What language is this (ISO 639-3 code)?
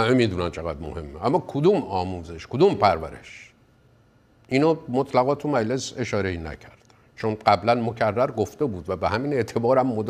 fas